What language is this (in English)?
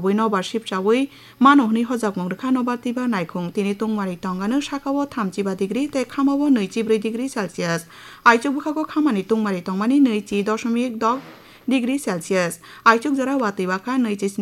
Kok Borok